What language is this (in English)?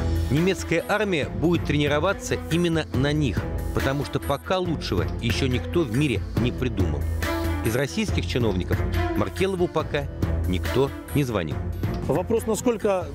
Russian